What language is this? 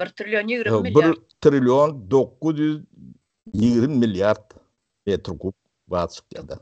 Turkmen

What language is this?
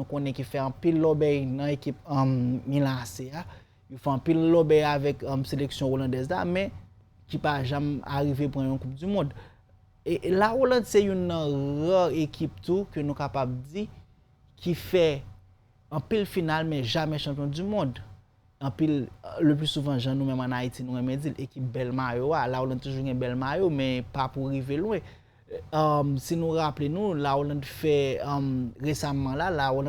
Haitian Creole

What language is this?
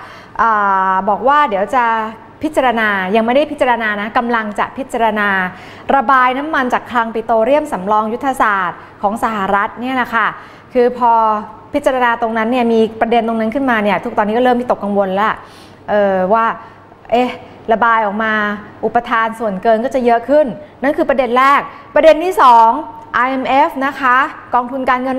Thai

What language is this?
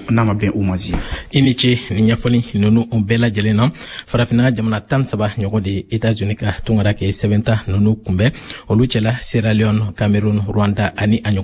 Bambara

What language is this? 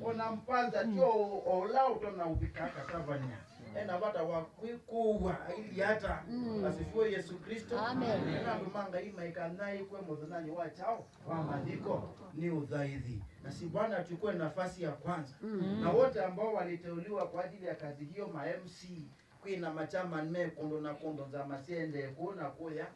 Kamba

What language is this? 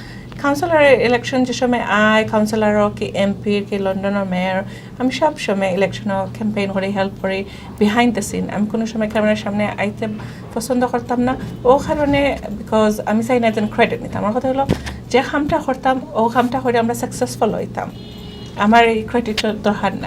Sylheti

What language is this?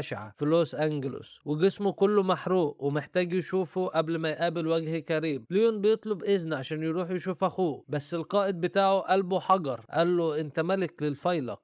Egyptian Arabic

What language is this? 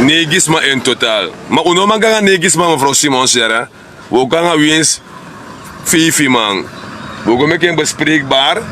Sranan Tongo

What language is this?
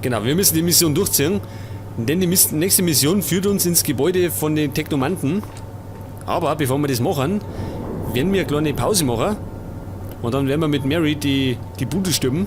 Bavarian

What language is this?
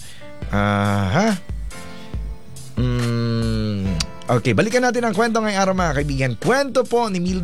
Filipino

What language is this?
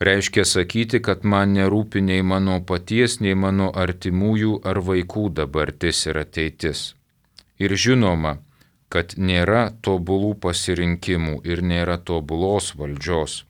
Lithuanian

